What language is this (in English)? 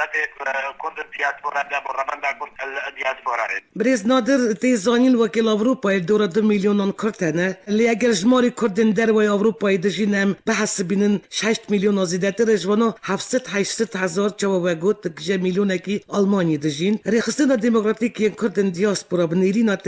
Kurdish